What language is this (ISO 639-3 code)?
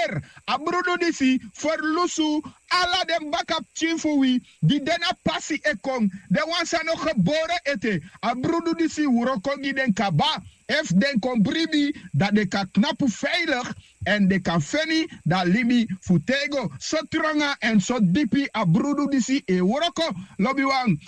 srn